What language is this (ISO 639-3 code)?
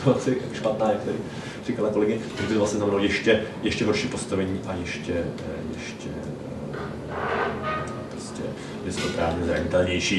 ces